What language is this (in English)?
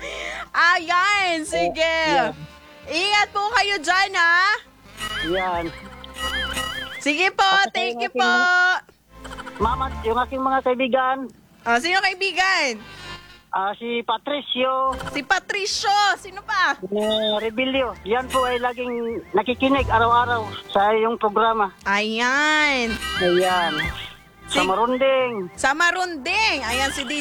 Filipino